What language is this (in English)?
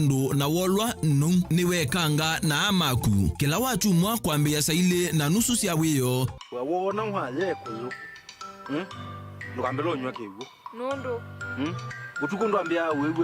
Kamba